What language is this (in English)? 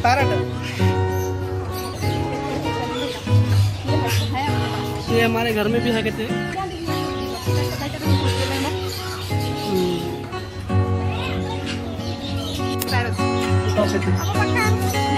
Hindi